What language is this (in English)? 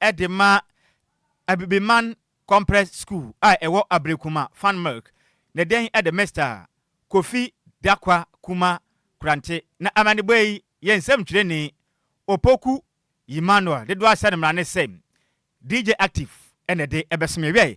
Akan